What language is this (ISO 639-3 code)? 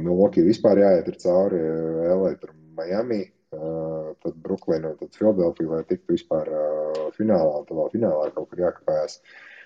lav